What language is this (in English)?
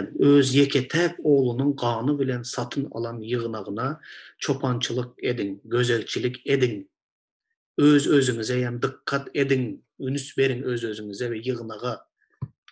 Turkmen